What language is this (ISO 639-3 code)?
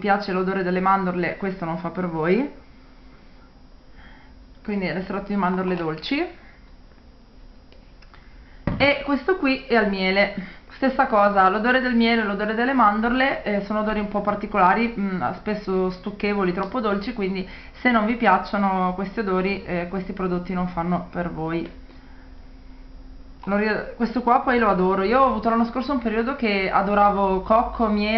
ita